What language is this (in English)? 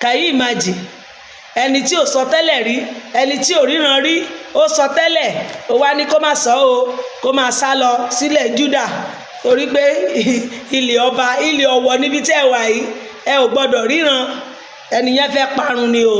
Yoruba